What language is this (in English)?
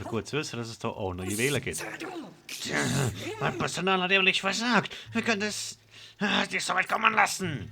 Swiss German